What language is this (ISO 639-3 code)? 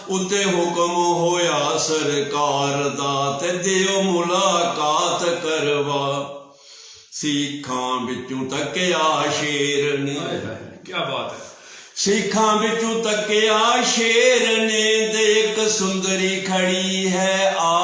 doi